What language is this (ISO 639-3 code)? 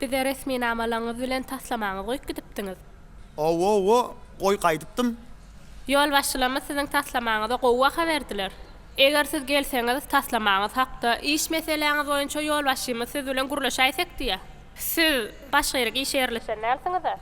tuk